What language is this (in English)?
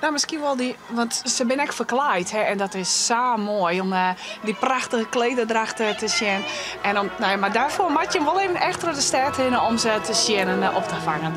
Western Frisian